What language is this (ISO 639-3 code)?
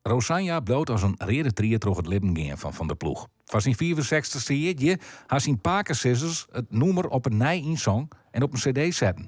fry